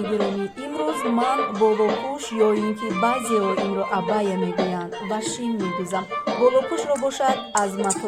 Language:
Tajik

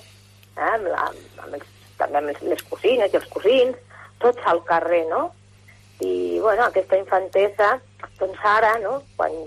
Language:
Catalan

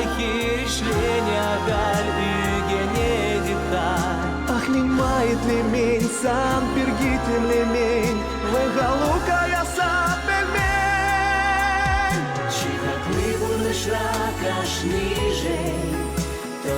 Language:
Chuvash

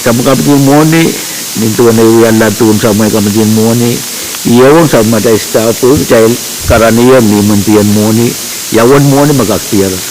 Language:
Pohnpeian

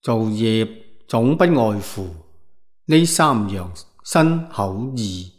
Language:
Cantonese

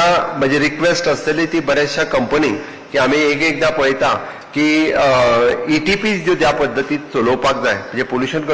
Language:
Konkani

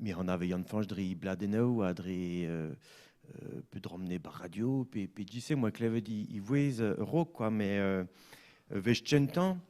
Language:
Breton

